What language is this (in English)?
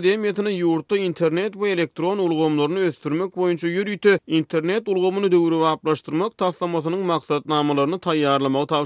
Turkmen